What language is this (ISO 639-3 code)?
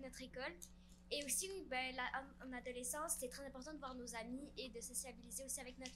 fra